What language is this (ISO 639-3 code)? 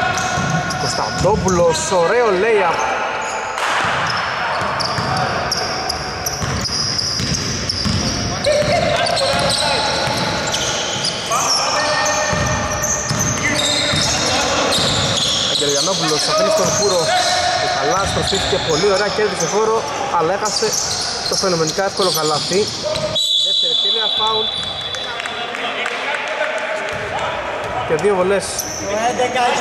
ell